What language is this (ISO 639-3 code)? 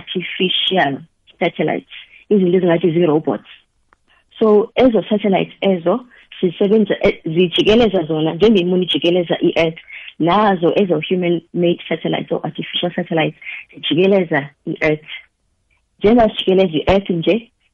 nbl